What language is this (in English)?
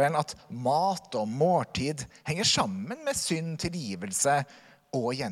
Norwegian